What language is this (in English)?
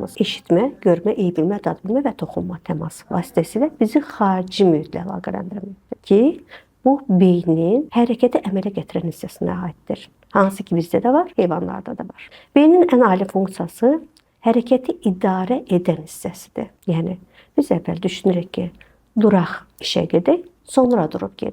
Azerbaijani